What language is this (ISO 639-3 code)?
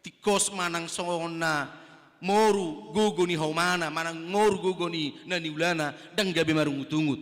bbc